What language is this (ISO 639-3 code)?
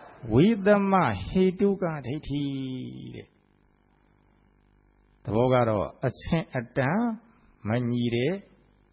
mya